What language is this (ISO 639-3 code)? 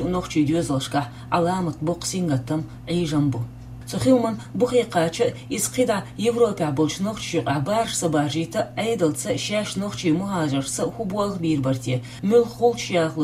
che